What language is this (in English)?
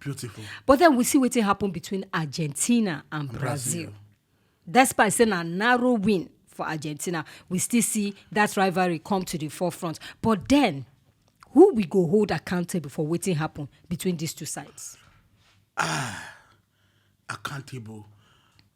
Nigerian Pidgin